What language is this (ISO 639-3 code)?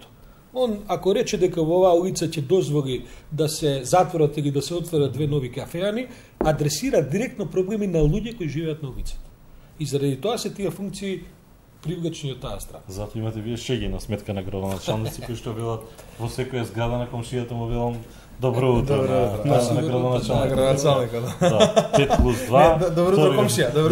mkd